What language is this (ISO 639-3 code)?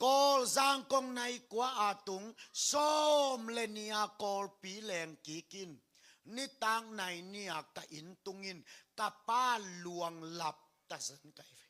ctd